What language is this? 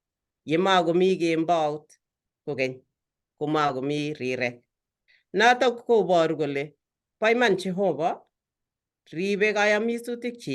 Kalenjin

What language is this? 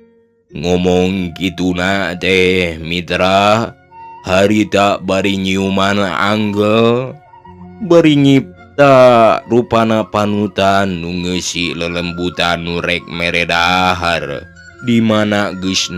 Sundanese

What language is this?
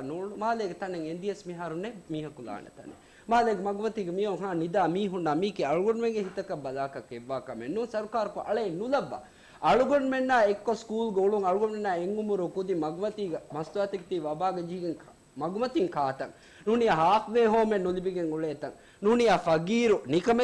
Divehi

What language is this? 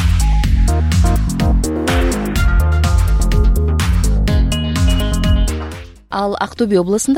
Kazakh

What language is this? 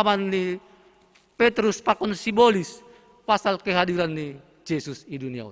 Batak Simalungun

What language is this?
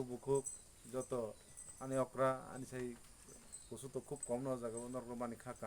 Kok Borok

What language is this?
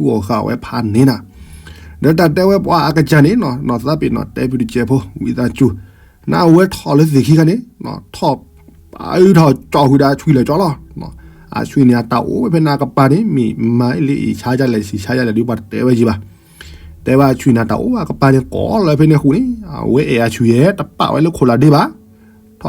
S'gaw Karen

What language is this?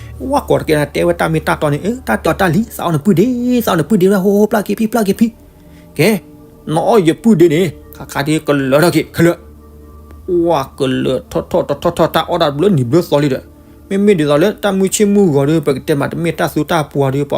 S'gaw Karen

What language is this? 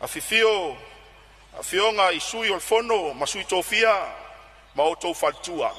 Samoan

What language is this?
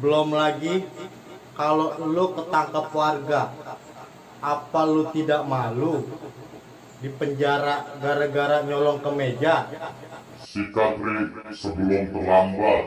Betawi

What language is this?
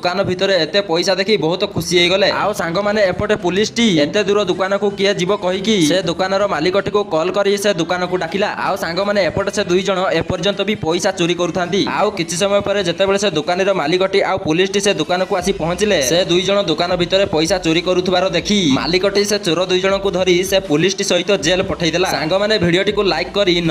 Odia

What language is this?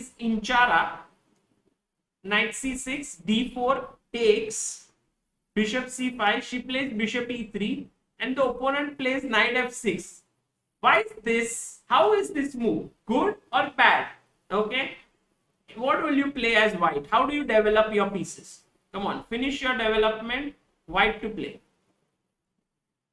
English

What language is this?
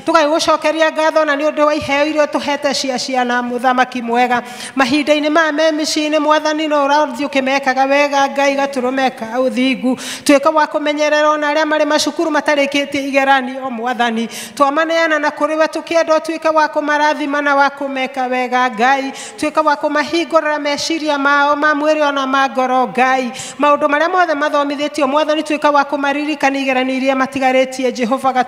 Kikuyu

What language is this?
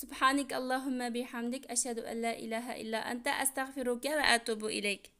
Uyghur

